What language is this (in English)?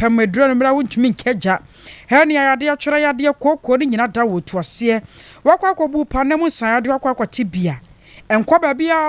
Akan